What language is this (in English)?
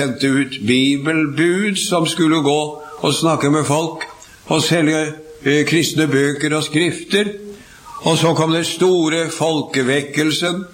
Norwegian